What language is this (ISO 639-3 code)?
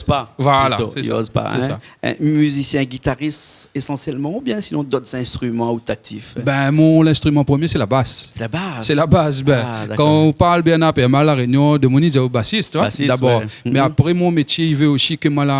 rcf